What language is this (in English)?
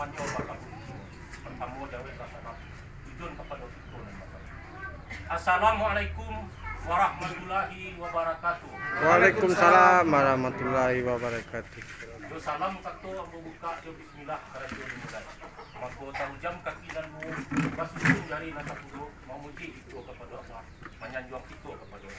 Minangkabau